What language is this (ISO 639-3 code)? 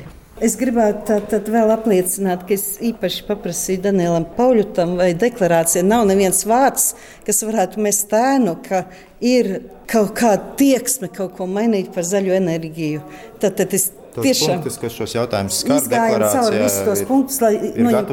lav